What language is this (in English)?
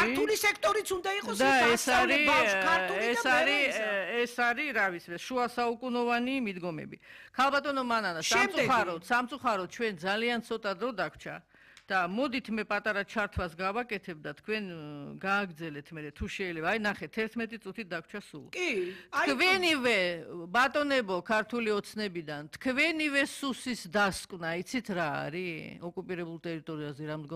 Georgian